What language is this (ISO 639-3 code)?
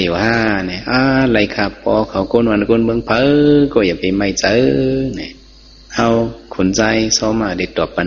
shn